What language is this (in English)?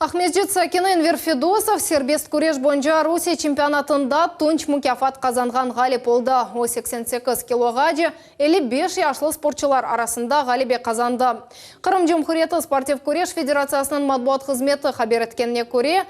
Crimean Tatar